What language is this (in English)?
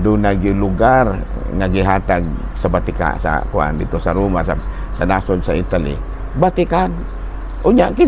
Cebuano